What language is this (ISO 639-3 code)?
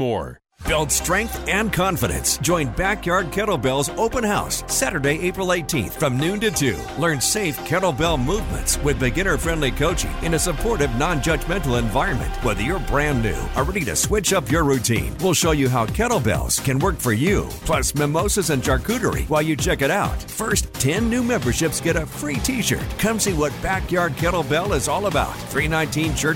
eng